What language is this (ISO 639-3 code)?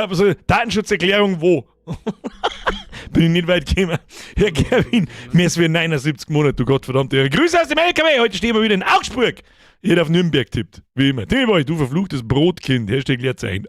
bar